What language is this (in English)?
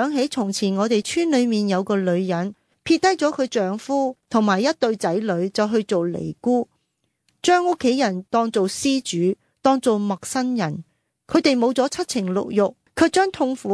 Cantonese